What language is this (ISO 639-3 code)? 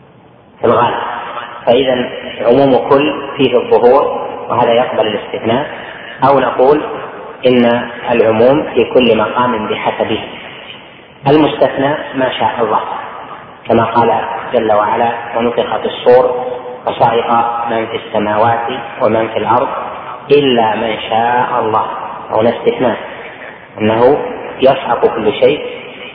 ara